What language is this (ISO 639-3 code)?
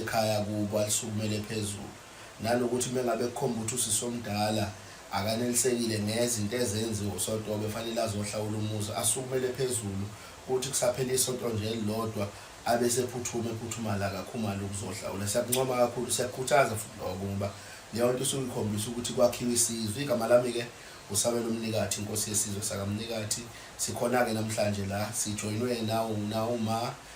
zul